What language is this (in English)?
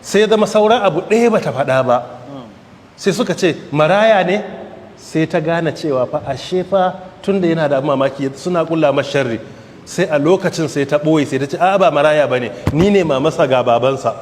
Hausa